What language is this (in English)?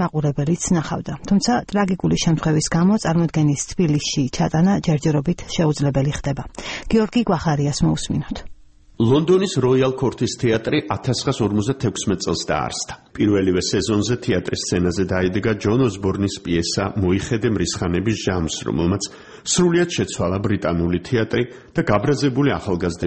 Georgian